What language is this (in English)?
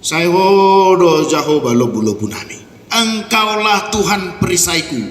Batak Toba